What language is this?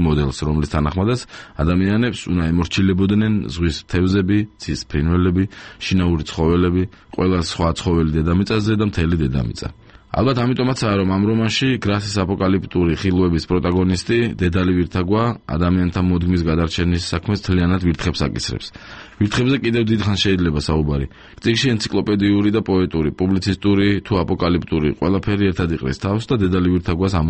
Georgian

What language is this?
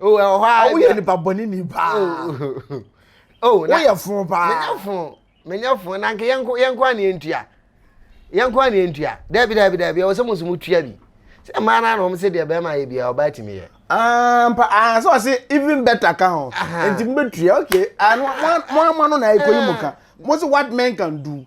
Akan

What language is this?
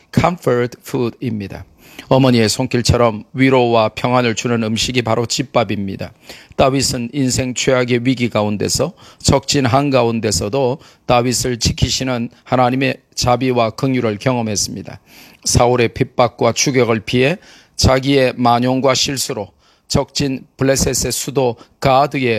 Korean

